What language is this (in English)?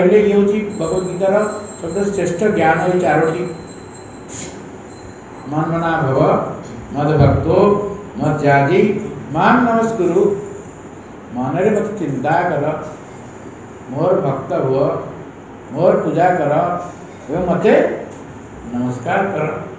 Odia